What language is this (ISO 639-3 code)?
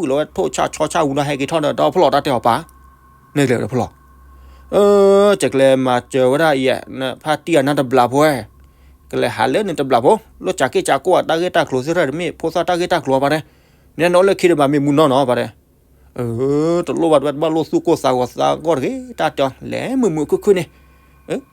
ksw